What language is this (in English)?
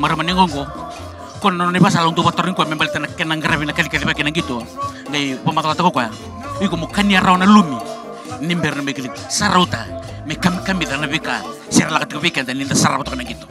Fijian